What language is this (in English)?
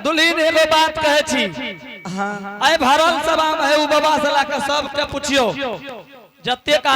Angika